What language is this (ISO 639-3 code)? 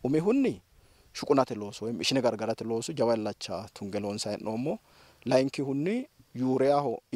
sid